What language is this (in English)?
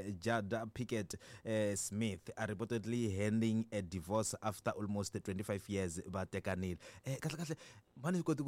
Tsonga